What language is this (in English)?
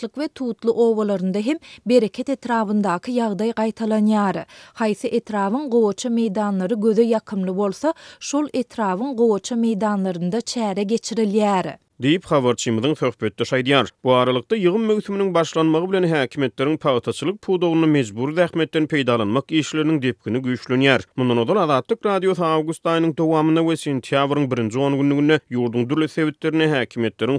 Turkmen